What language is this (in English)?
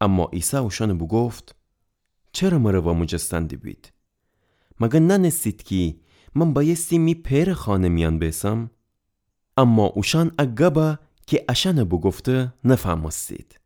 Gilaki